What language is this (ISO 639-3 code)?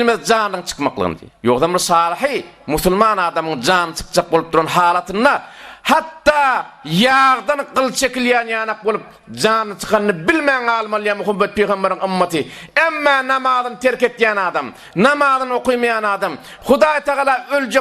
tuk